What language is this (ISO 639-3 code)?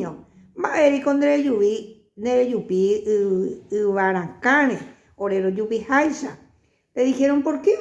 grn